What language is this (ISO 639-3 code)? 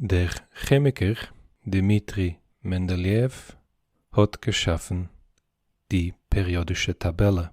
yid